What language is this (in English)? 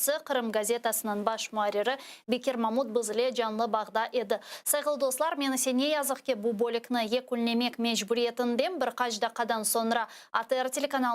Crimean Tatar